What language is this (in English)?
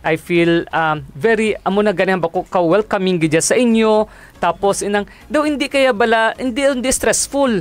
Hiligaynon